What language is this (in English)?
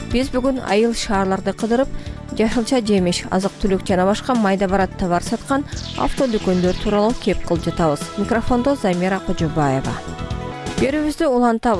Kyrgyz